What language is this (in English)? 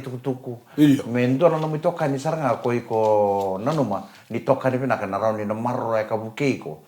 Fijian